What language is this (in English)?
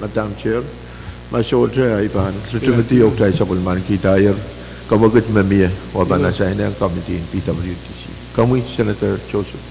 Pohnpeian